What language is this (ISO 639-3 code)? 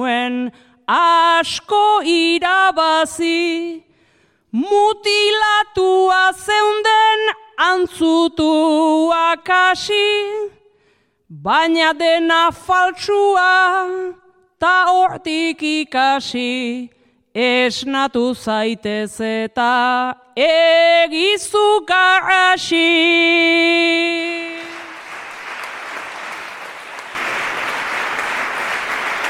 eus